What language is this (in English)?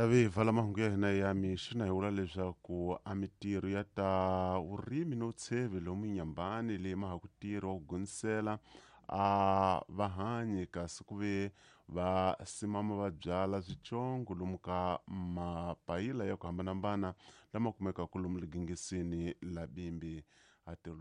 Tsonga